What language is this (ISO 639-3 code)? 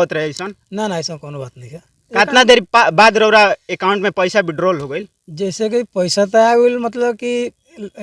bho